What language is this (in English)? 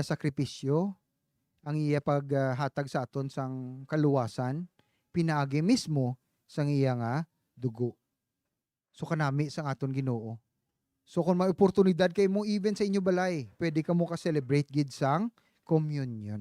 Hiligaynon